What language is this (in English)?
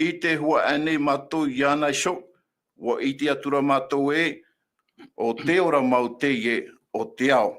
Tahitian